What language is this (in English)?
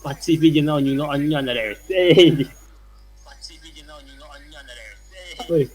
Yakut